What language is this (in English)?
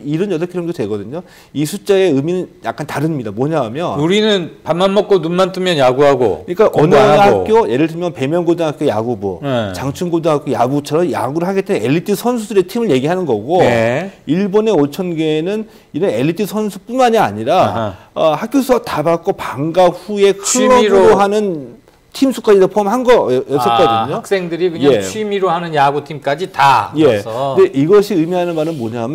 Korean